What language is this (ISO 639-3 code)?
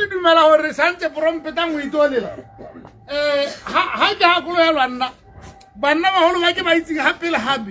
tsn